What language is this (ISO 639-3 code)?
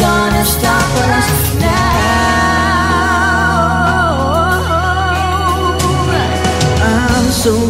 fil